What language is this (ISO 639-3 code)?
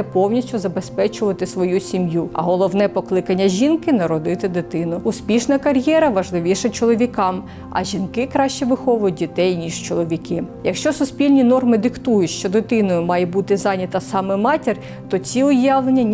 ukr